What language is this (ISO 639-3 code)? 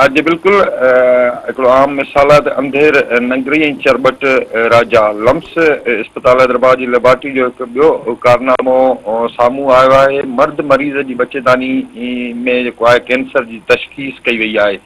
snd